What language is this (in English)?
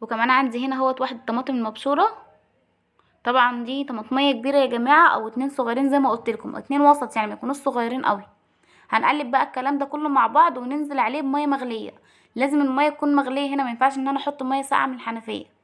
Egyptian Arabic